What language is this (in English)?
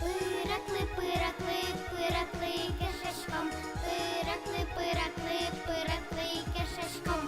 Udmurt